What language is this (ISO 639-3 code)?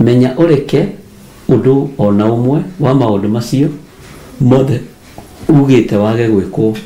kik